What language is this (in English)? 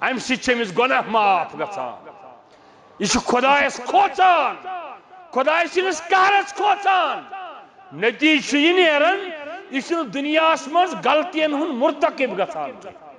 Kashmiri